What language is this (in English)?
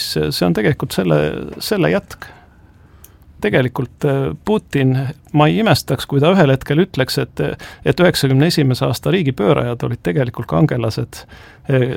Estonian